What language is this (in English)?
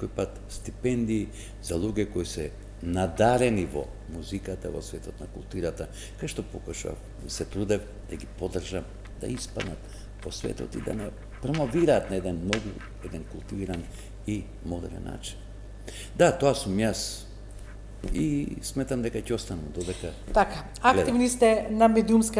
Macedonian